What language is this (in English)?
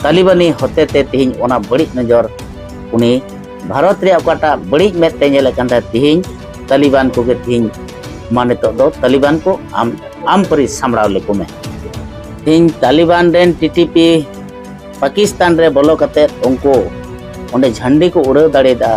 Santali